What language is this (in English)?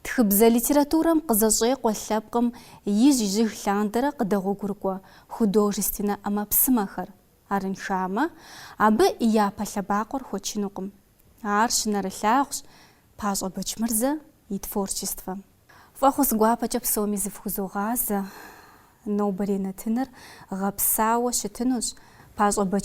Kabardian